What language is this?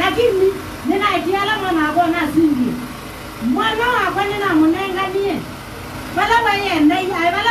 Kamba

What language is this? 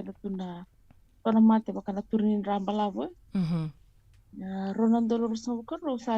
Fijian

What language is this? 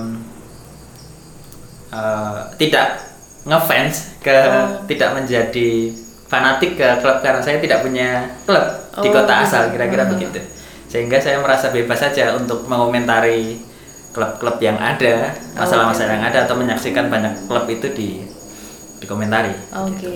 Indonesian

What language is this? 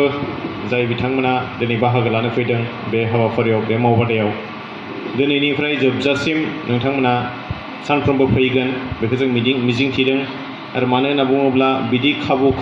Bodo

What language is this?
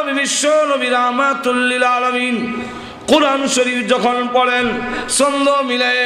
Bangla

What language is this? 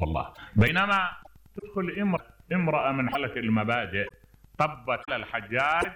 Mesopotamian Arabic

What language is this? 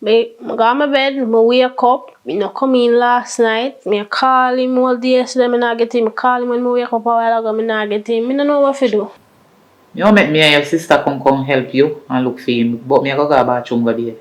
Jamaican Creole English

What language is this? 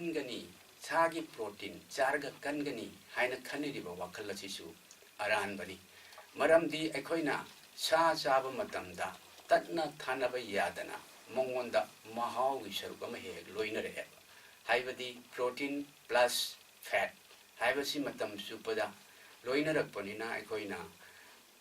Manipuri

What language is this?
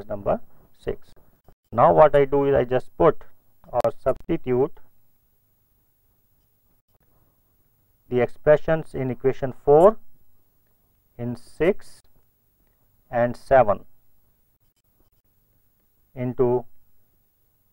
English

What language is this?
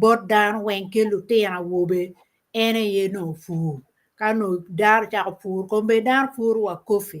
Acoli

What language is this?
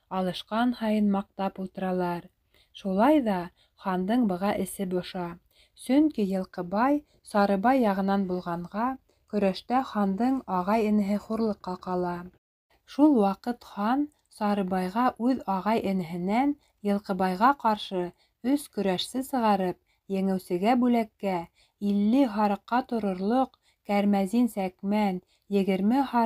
Bashkir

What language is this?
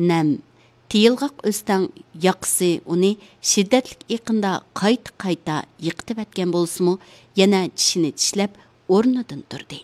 Uyghur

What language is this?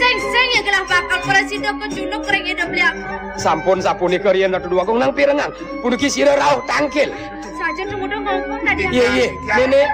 Balinese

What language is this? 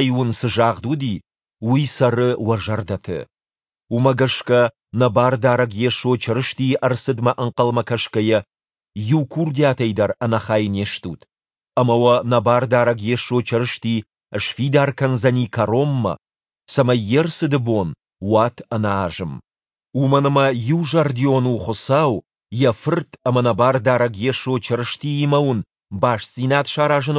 Ossetic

